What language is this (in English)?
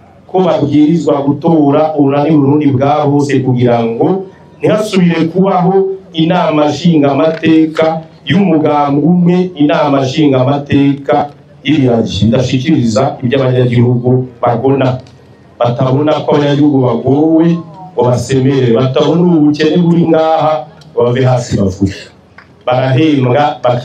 Rundi